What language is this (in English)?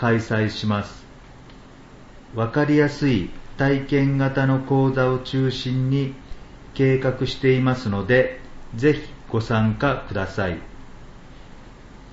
Japanese